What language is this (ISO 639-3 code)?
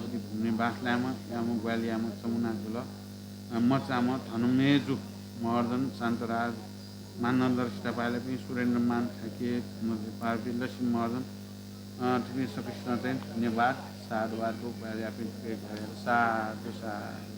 new